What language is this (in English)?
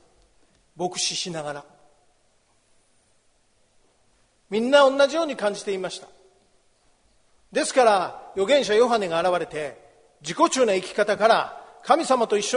Japanese